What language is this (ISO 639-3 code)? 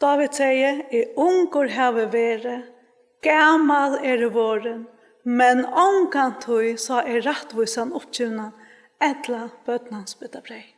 fao